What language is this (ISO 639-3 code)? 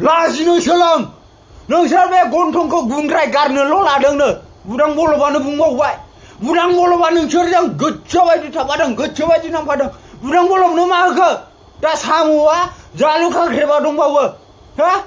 brx